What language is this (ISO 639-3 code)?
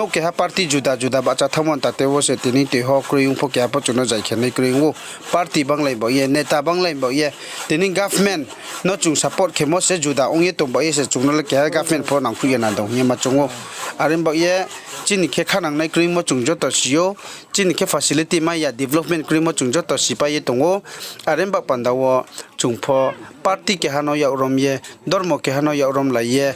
ria